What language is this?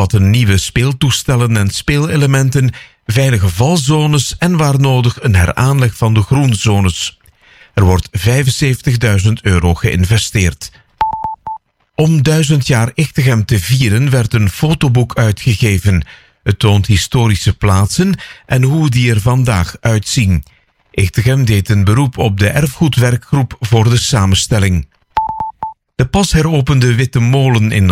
Dutch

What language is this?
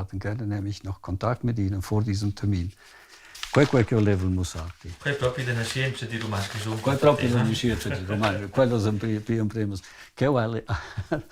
Romansh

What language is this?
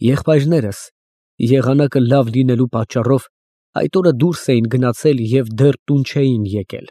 Armenian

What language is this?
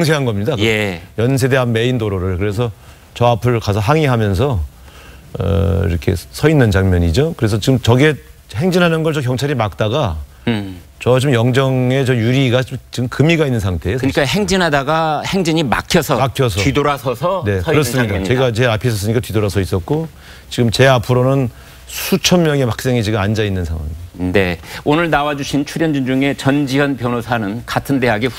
Korean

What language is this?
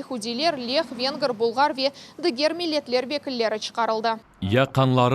Crimean Tatar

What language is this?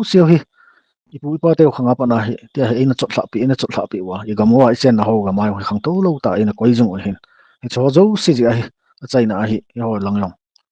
Thado Chin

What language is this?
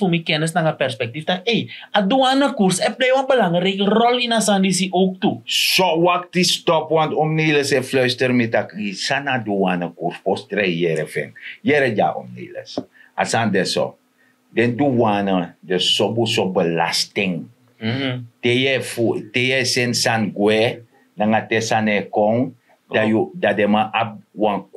Sranan Tongo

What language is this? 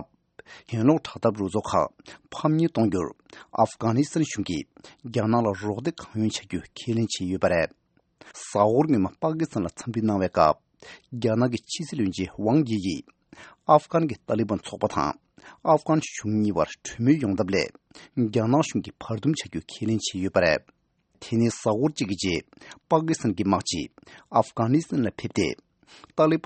Tibetan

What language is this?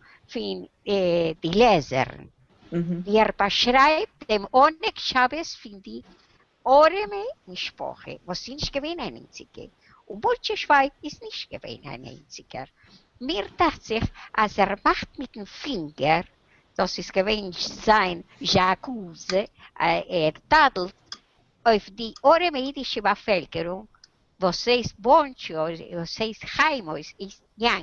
Yiddish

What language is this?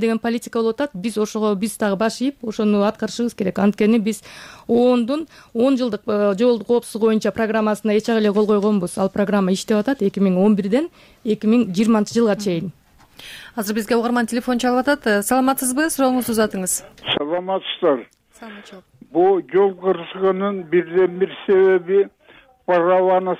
Kyrgyz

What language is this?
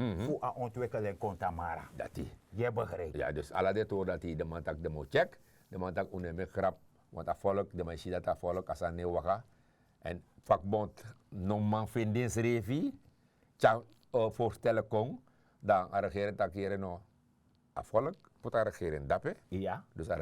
Sranan Tongo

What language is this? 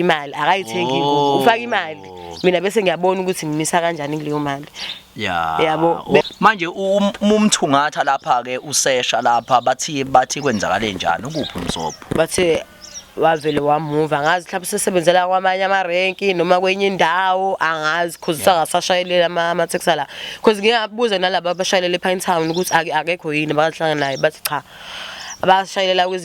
Zulu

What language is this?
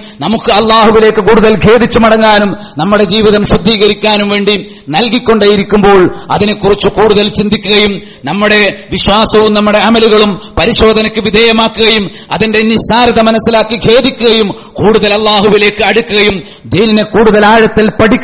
Malayalam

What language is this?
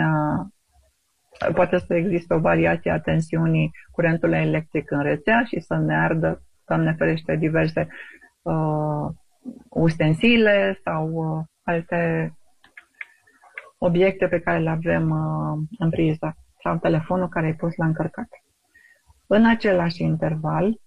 Romanian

